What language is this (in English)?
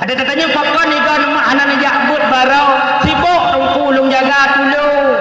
Achinese